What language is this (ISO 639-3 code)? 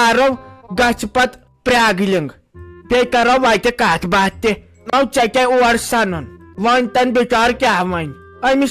kas